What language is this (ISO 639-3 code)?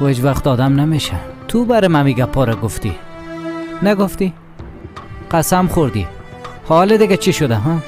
fas